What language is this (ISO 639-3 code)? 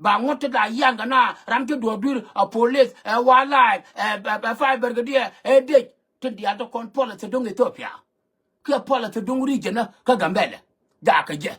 nus